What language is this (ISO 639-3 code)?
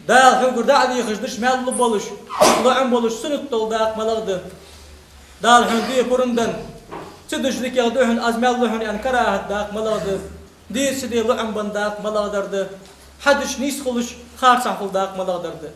inh